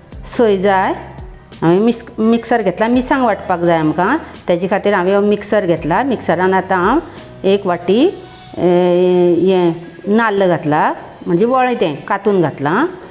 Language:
Konkani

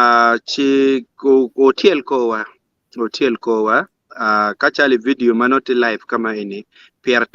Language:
Acoli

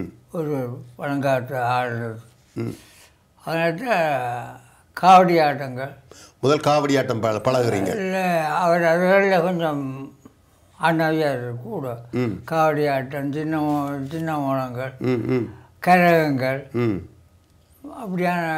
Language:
Tamil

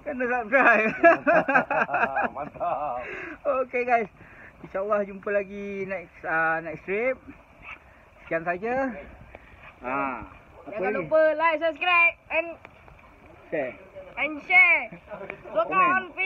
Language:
Malay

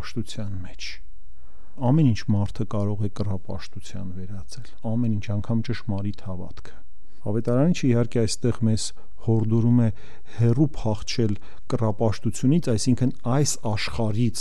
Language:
Armenian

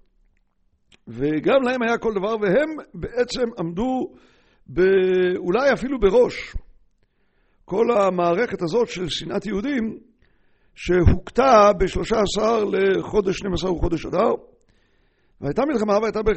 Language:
Hebrew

